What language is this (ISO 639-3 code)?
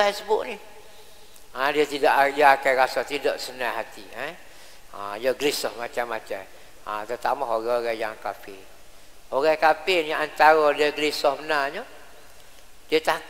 msa